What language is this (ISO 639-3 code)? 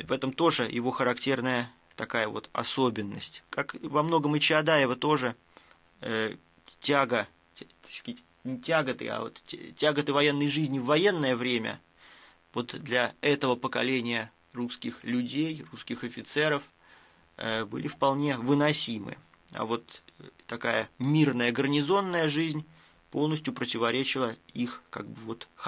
rus